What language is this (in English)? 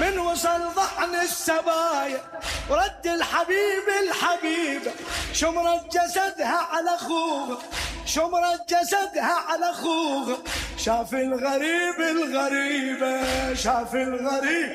Mesopotamian Arabic